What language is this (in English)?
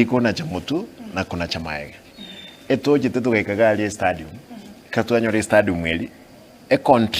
Gusii